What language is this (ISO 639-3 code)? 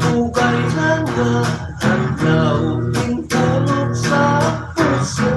hil